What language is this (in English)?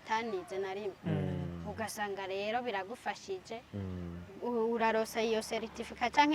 Rundi